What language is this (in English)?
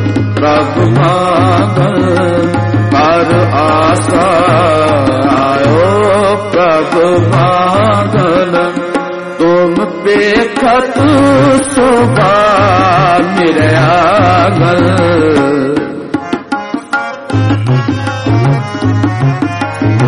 Punjabi